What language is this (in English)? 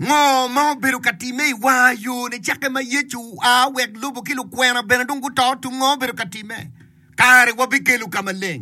Acoli